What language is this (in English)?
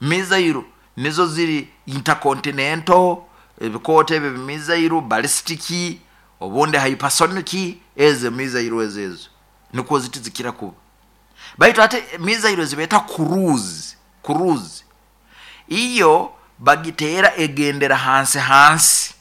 Nyoro